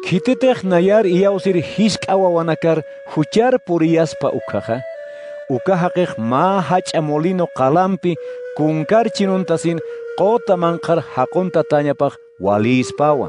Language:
Aymara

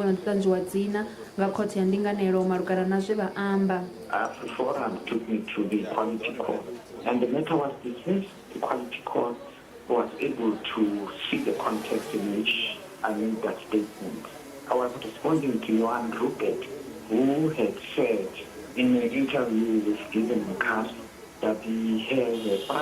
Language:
Venda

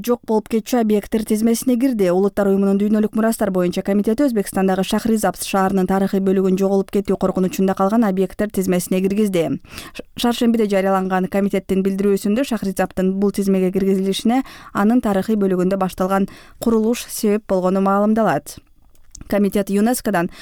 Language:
Kyrgyz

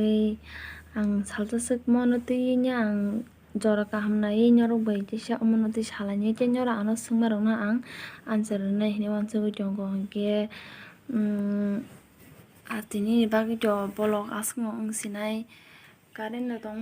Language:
Kok Borok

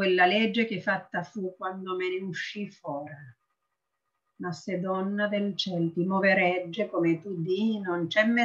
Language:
Italian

